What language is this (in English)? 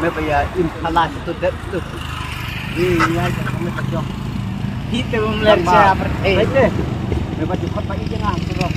Khasi